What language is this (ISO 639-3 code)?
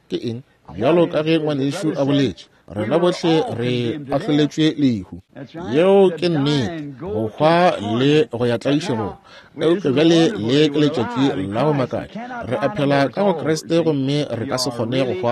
nso